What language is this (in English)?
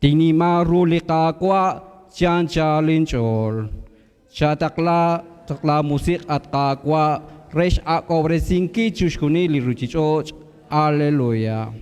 Kekchí